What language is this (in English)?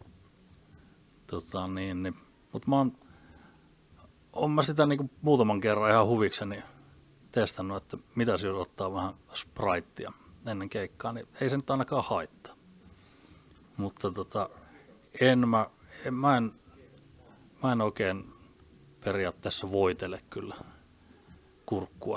Finnish